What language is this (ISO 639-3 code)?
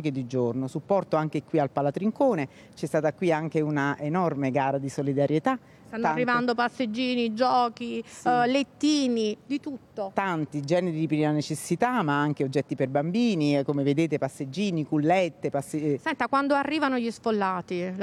ita